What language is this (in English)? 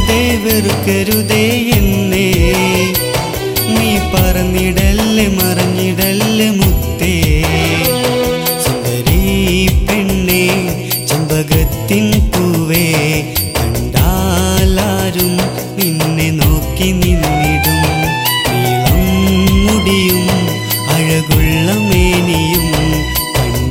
Malayalam